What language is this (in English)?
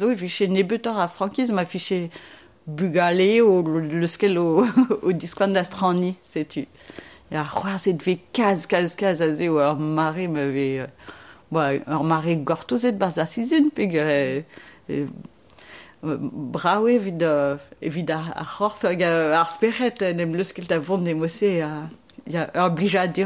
Breton